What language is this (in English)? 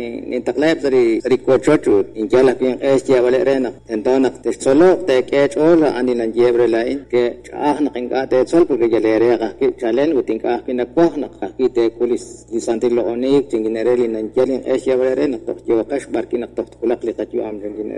Kekchí